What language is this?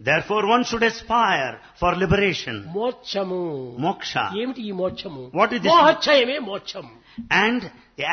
Telugu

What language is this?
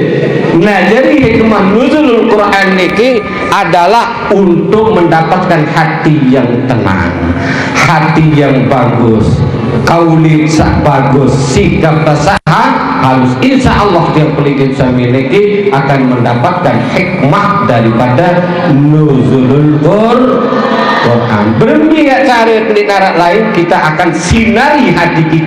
Sasak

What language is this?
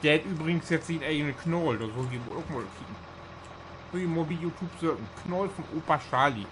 Low German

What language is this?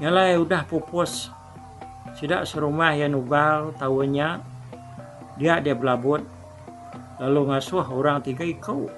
Iban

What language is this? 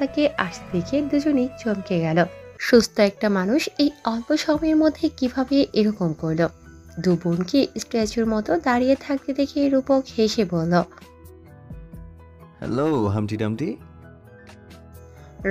Bangla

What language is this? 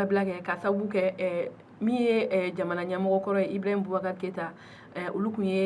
Bambara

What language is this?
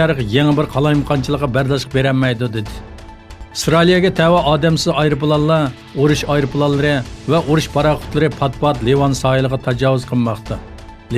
Uyghur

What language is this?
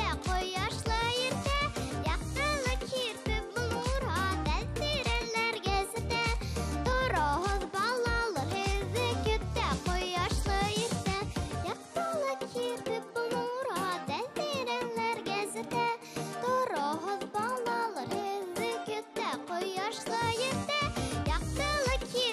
Bashkir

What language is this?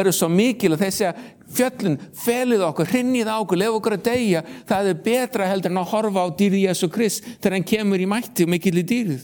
Icelandic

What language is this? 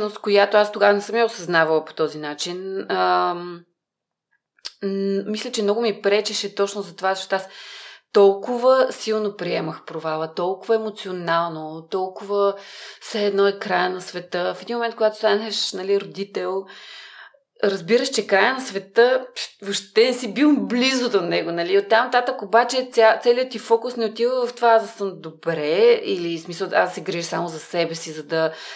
Bulgarian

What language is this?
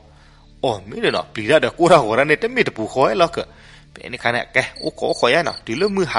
S'gaw Karen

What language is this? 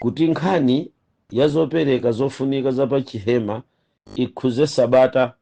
Nyanja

